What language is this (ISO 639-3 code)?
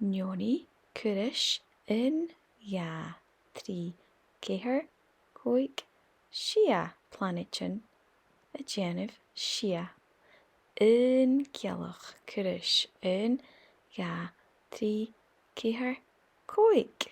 gla